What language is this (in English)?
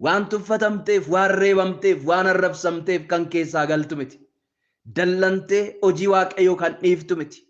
Oromo